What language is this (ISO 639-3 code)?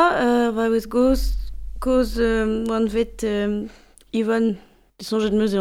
bre